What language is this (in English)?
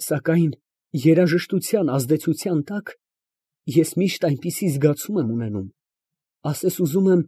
Armenian